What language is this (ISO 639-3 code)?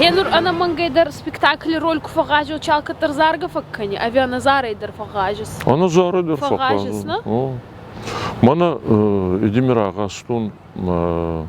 oss